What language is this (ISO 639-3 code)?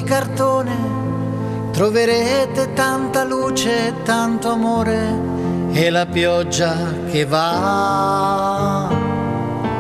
ita